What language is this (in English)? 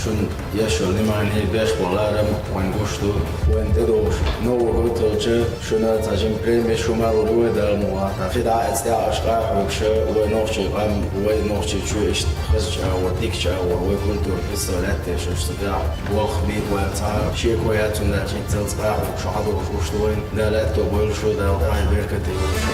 Chechen